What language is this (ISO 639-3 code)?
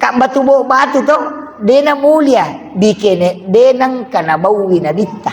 bug